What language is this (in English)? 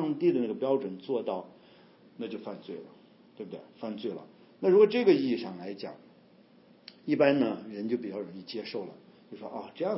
Chinese